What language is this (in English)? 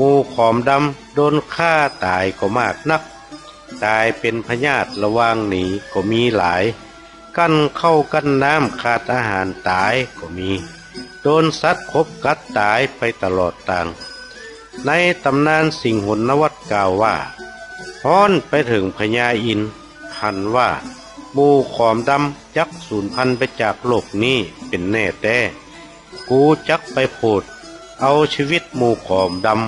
Northern Thai